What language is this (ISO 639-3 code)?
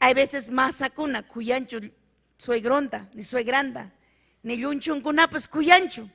quy